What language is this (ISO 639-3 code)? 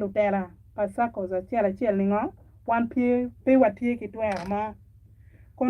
ach